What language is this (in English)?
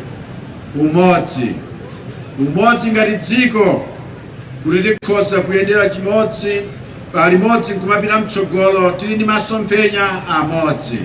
Nyanja